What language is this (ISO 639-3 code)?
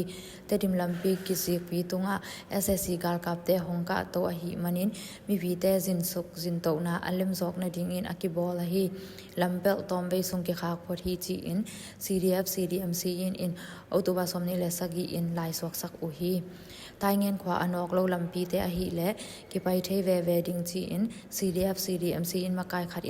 ctd